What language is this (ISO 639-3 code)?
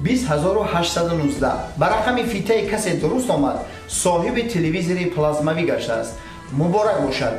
tgk